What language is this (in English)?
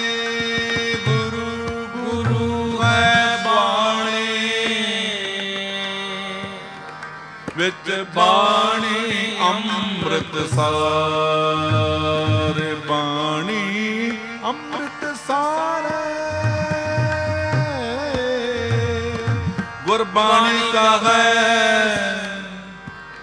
Punjabi